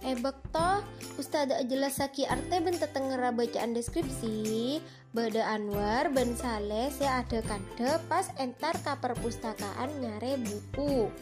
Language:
Madurese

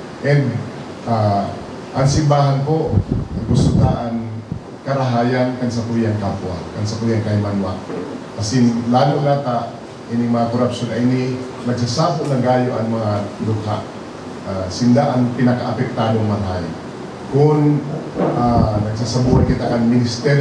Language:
Bikol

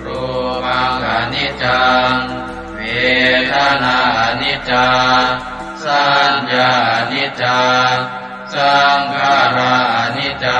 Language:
Pali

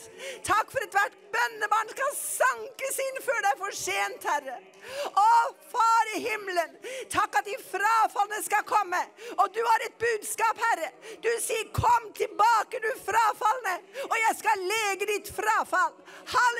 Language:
Norwegian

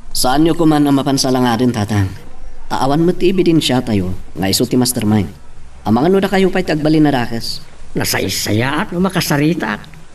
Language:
Iloko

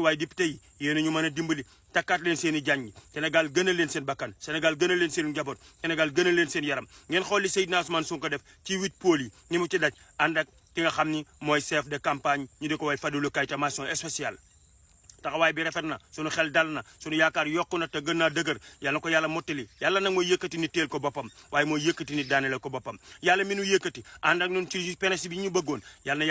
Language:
Wolof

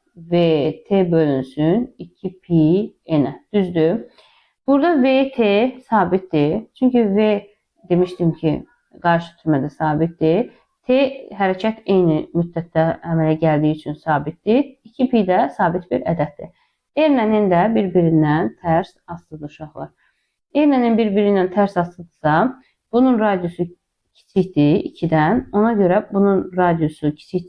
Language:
Azerbaijani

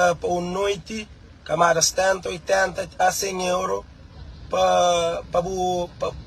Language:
Kabuverdianu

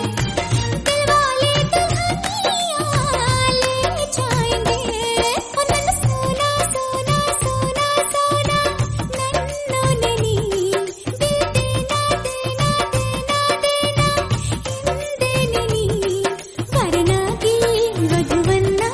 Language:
Kannada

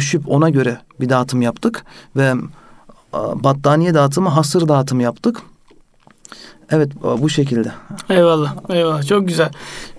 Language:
Turkish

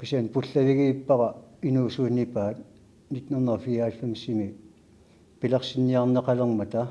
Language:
Kalaallisut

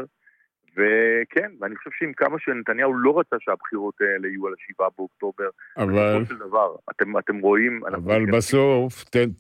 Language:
Hebrew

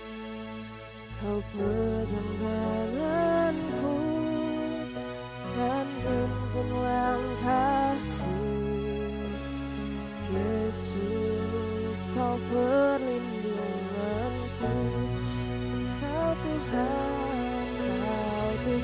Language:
Indonesian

